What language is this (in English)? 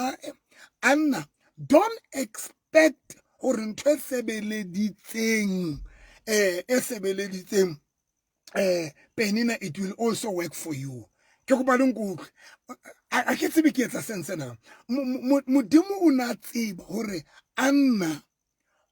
Southern Sotho